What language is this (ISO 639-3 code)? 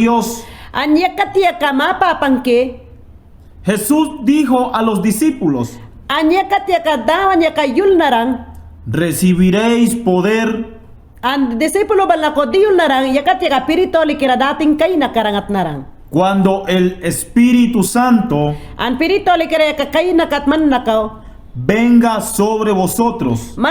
yan